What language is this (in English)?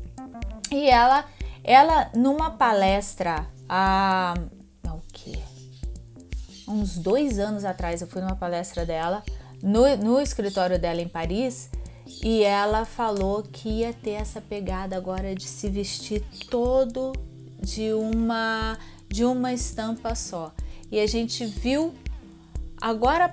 Portuguese